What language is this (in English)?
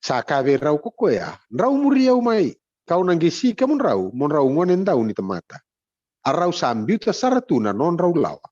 Fijian